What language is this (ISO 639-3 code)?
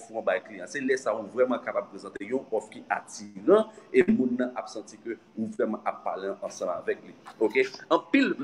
hat